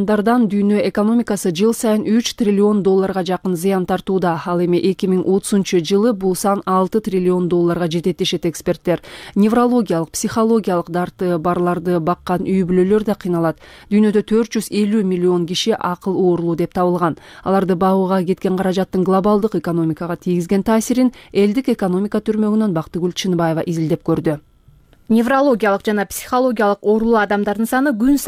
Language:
Kyrgyz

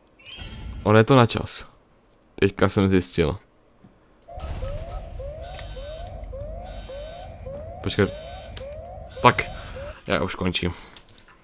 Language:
Czech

